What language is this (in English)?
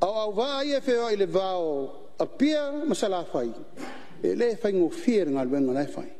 Samoan